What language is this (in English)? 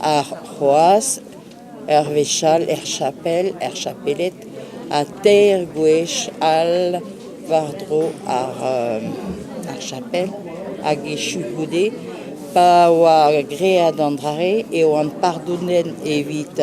Breton